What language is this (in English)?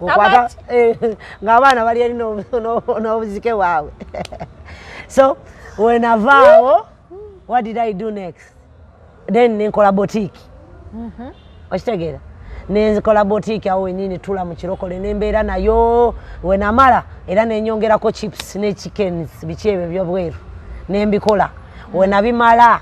Ganda